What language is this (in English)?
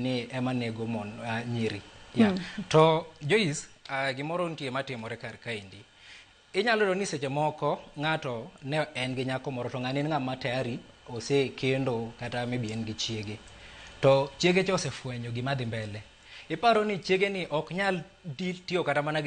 Luo (Kenya and Tanzania)